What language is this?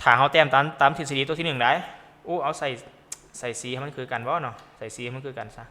Lao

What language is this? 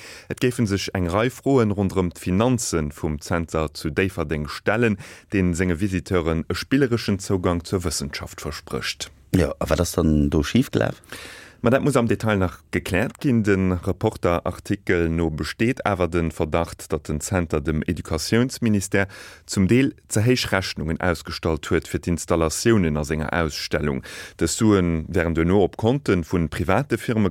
Luxembourgish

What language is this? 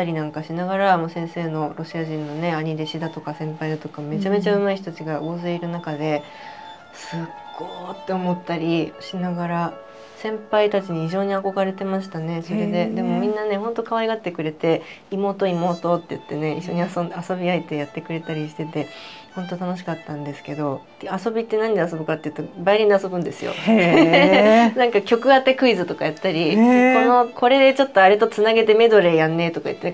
Japanese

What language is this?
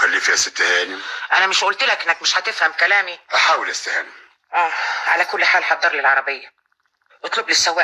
Egyptian Arabic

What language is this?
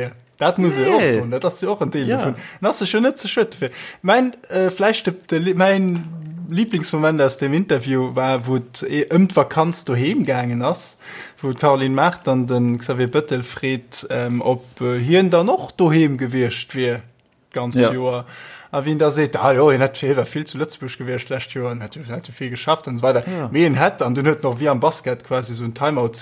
Luxembourgish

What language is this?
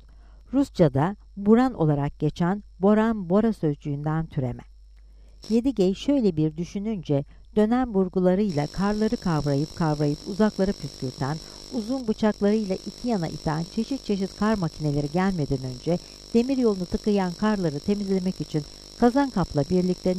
Turkish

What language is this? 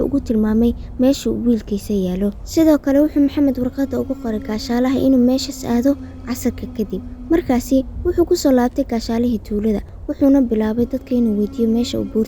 Somali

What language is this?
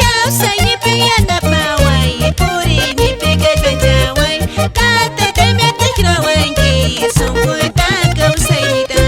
Quechua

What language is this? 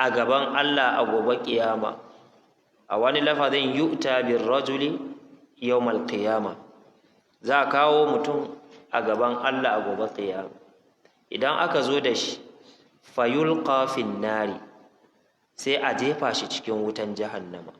Hausa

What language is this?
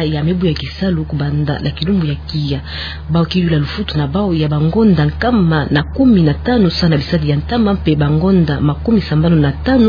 Kituba (Democratic Republic of Congo)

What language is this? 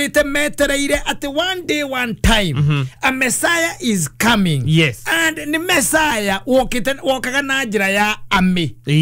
Kikuyu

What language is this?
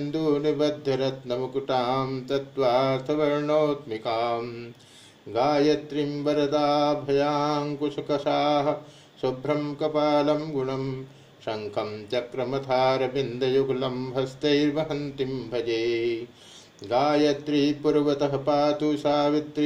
Sanskrit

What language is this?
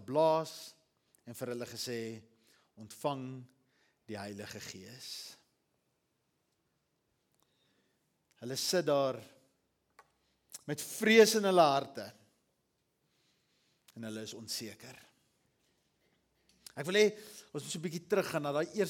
Afrikaans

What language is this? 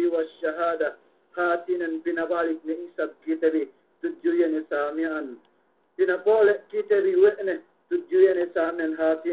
Yakan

